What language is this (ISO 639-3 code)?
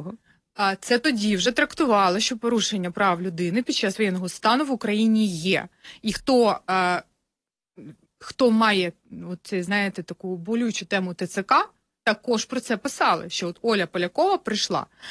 ukr